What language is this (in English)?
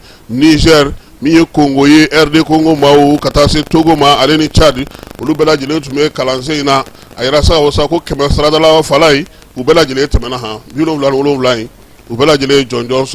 Bambara